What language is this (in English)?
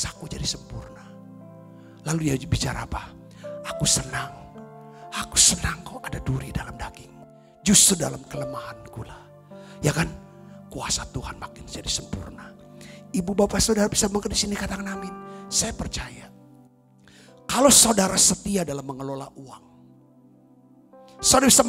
Indonesian